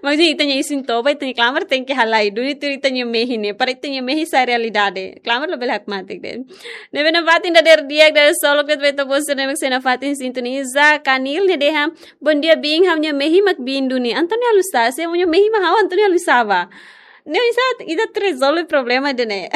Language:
Tetum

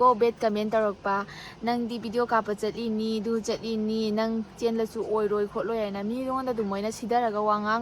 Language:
Manipuri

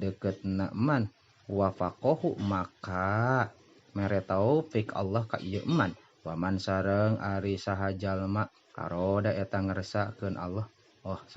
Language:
Sundanese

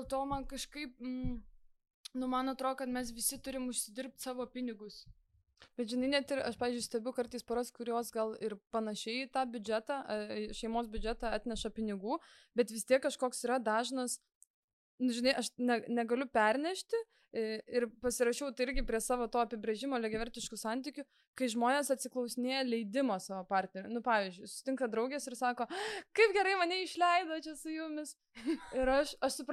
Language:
Lithuanian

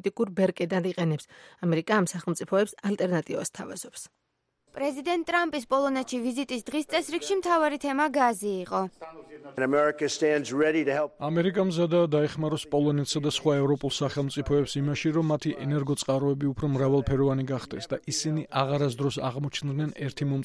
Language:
Georgian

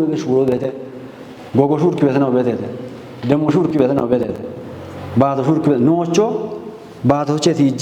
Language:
Kafa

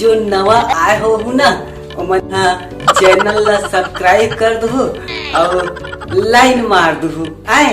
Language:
Chhattisgarhi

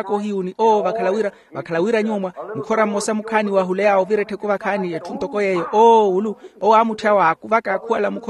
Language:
Makhuwa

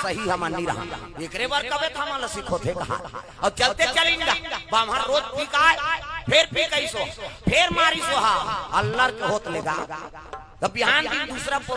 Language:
Chhattisgarhi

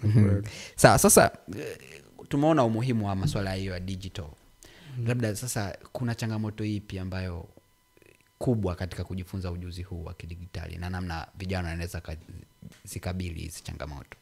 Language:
Swahili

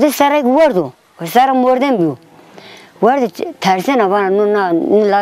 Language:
Zaza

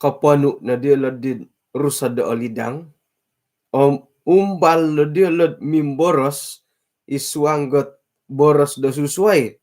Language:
Central Dusun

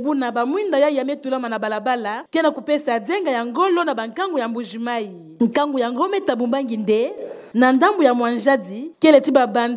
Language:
Kituba (Democratic Republic of Congo)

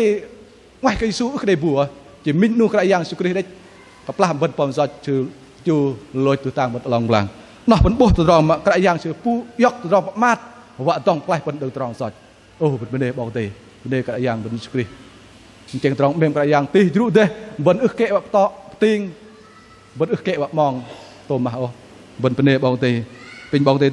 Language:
Bahnar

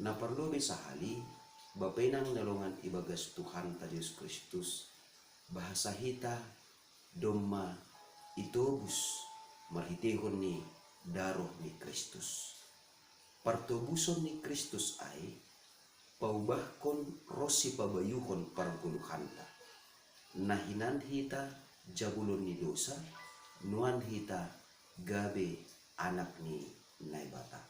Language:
Batak Simalungun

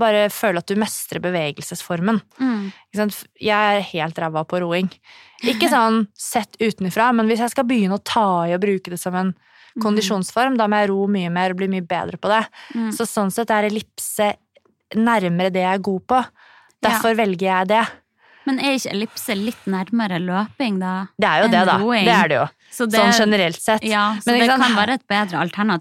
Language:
Norwegian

